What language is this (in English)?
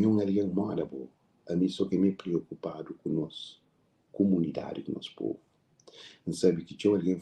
Kabuverdianu